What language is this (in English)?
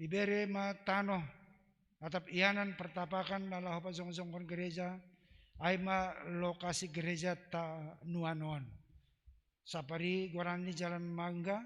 Batak Simalungun